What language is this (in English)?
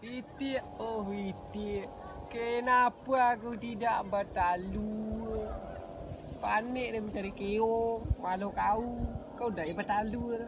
Minangkabau